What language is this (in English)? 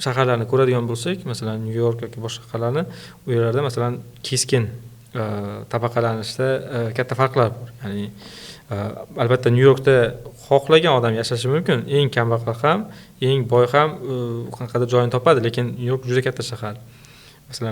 Uzbek